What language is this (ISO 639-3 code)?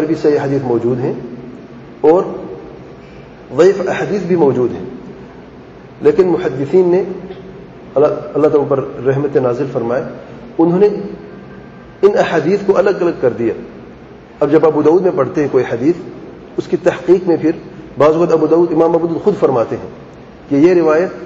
urd